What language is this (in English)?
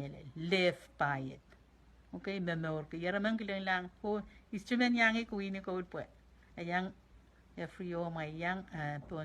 Pohnpeian